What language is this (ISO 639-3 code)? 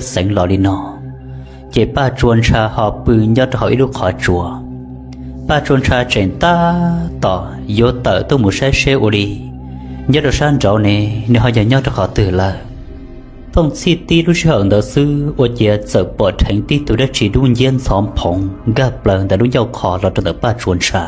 hmn